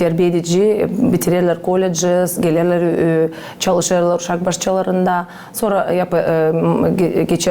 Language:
Gagauz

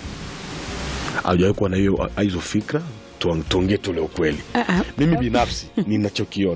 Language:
Swahili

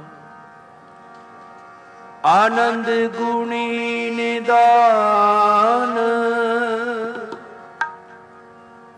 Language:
Punjabi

